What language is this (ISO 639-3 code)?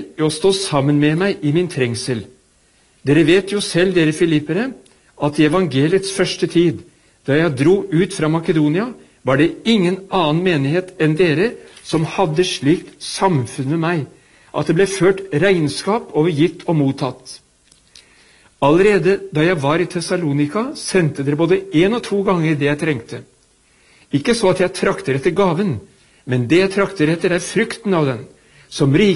nor